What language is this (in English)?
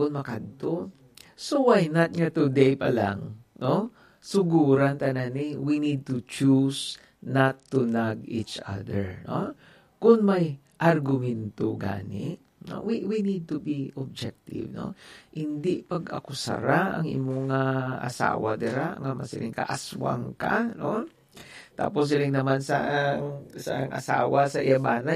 Hiligaynon